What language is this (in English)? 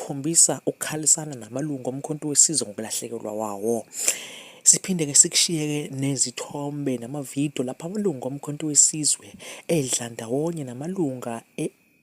Zulu